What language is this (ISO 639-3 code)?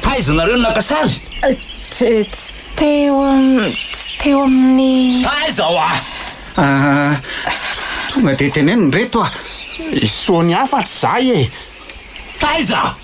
mlg